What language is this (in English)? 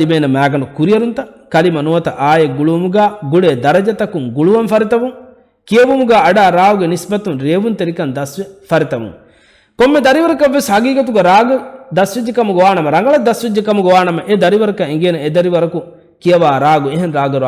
Divehi